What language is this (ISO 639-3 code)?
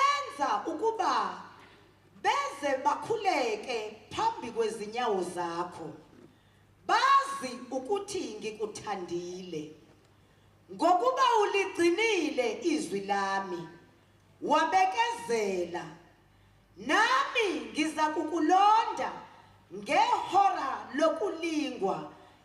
zul